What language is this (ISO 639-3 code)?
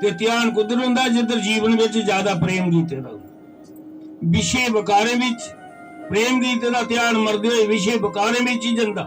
doi